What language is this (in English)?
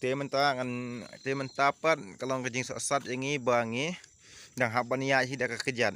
Khasi